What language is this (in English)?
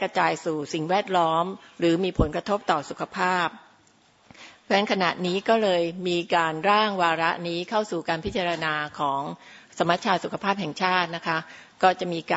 Thai